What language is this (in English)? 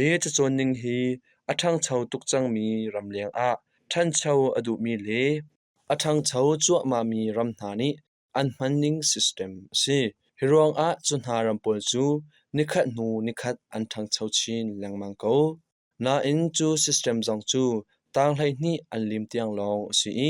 Hakha Chin